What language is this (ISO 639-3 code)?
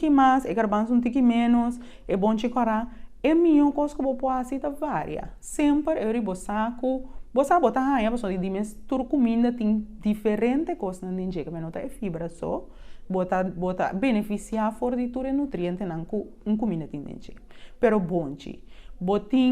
pap